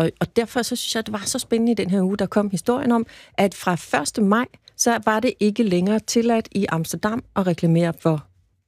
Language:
Danish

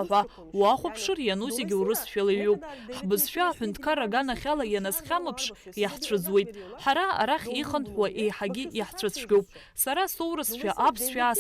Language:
Abkhazian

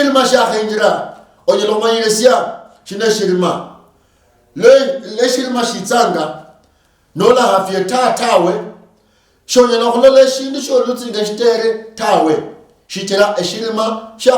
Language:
Luyia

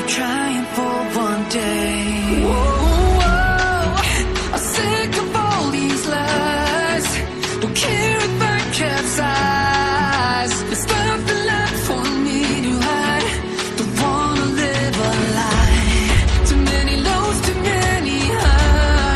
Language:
English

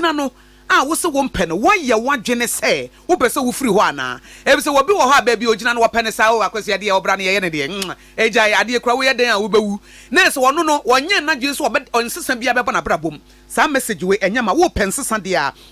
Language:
Akan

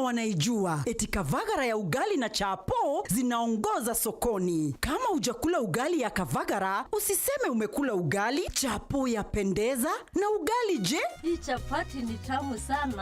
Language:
Meru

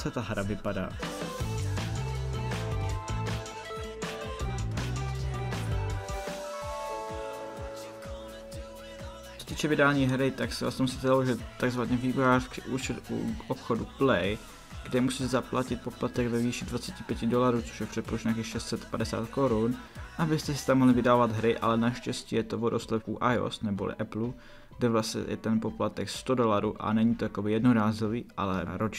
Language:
Czech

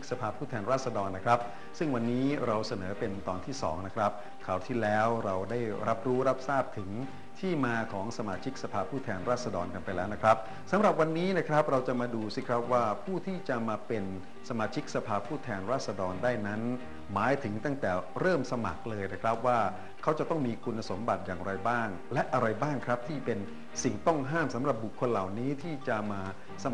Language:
Thai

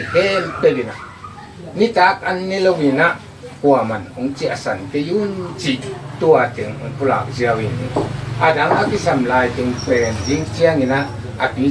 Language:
Tedim Chin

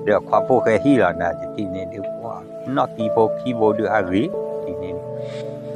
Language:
S'gaw Karen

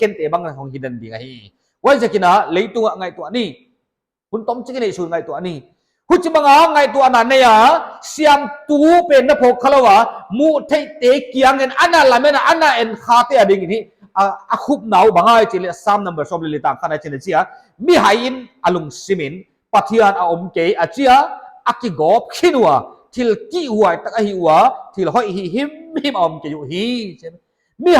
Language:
Paite Chin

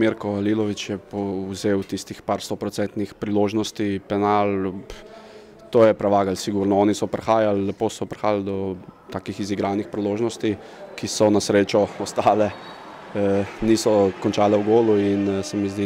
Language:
Slovenian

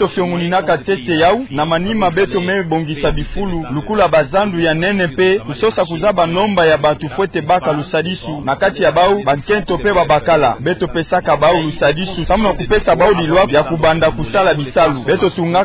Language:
Kituba (Democratic Republic of Congo)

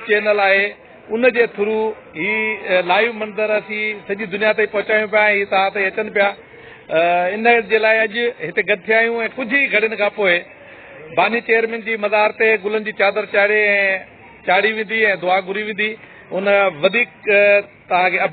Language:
Sindhi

